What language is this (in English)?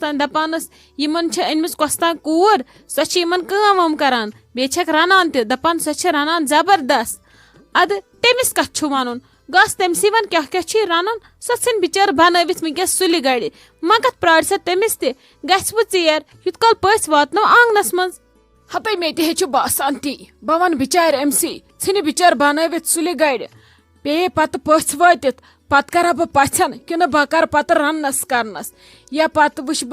Kashmiri